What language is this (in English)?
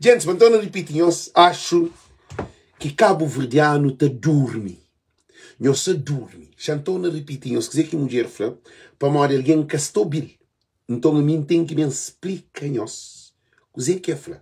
Kabuverdianu